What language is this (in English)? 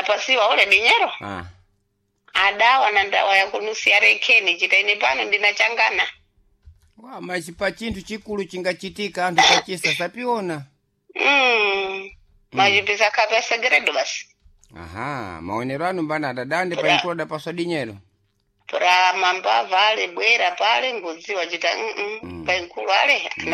Sena